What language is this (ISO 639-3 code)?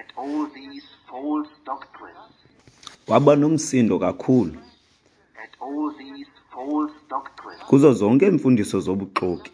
xho